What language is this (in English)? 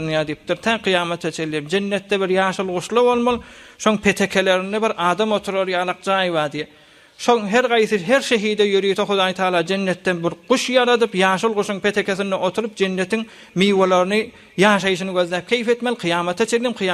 Turkmen